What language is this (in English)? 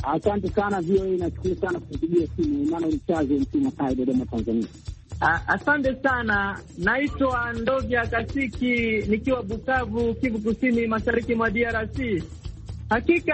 Swahili